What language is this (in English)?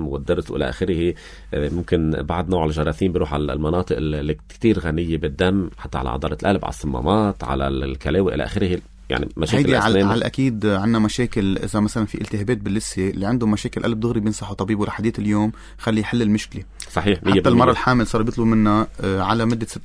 North Levantine Arabic